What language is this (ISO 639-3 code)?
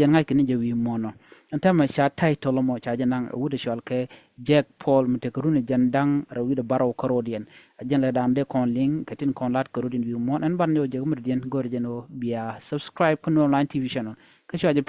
nus